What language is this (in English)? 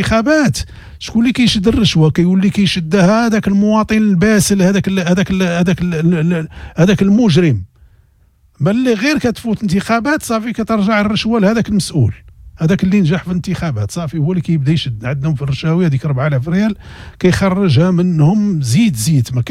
Moroccan Arabic